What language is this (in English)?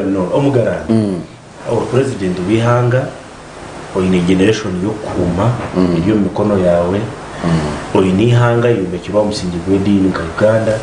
Nyankole